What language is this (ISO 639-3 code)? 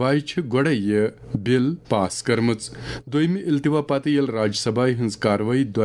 kas